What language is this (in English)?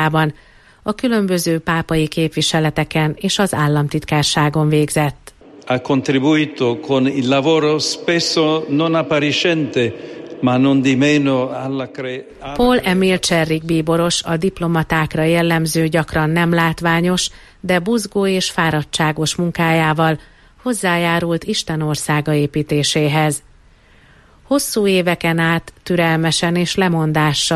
Hungarian